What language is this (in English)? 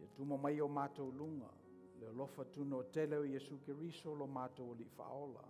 Samoan